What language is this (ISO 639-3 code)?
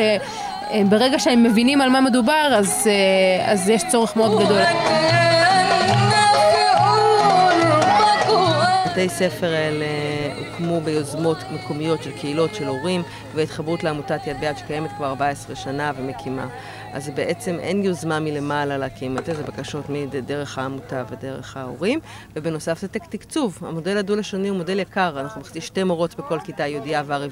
heb